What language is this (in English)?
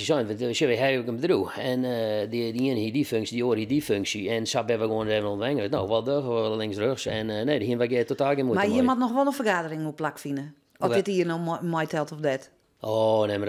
Western Frisian